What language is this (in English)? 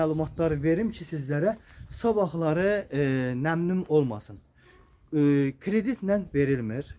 Azerbaijani